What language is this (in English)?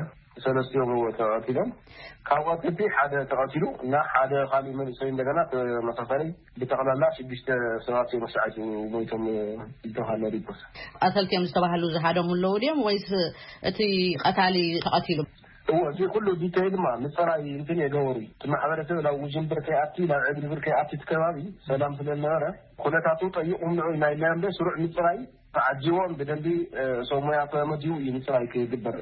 Tigrinya